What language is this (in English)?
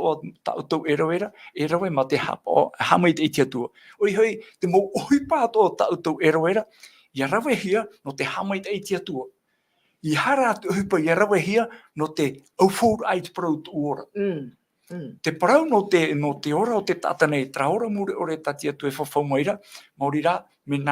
Tahitian